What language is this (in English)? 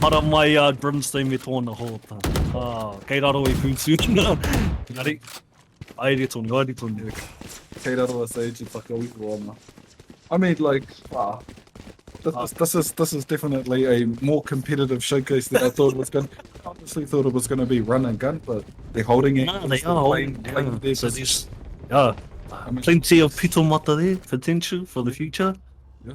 Māori